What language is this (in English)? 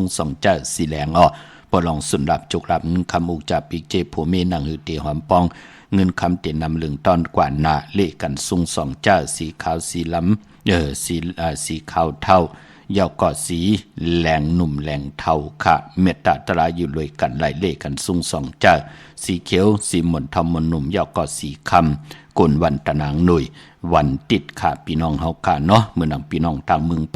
Shan